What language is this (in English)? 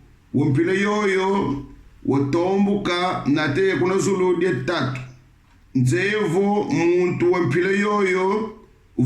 Kongo